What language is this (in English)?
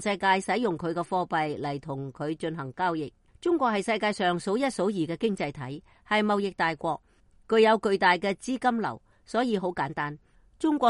Cantonese